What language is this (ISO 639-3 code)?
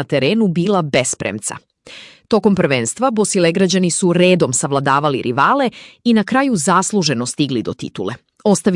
srp